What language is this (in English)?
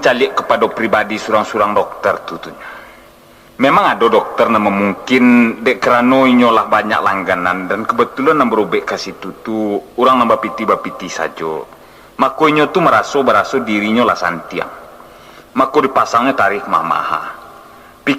Minangkabau